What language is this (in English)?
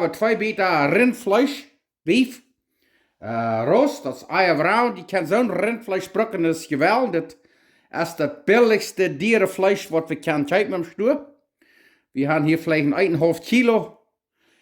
Plautdietsch